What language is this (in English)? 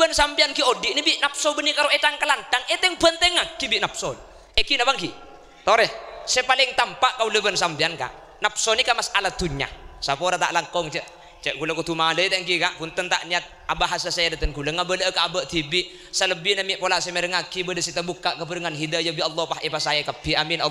Madurese